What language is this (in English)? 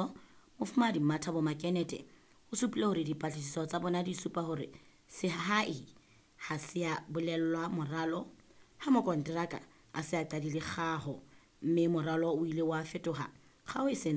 Southern Sotho